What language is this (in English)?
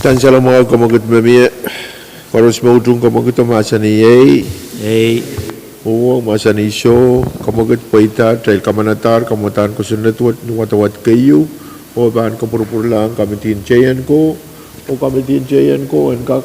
Pohnpeian